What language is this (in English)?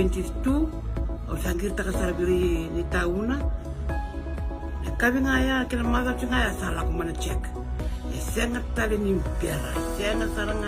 Fijian